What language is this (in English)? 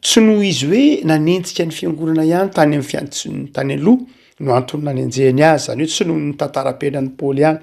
Malagasy